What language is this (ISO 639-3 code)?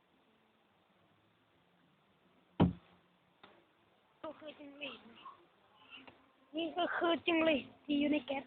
lao